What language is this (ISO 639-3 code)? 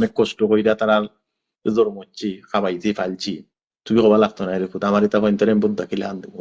syl